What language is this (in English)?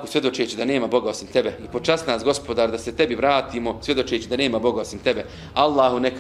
Bosnian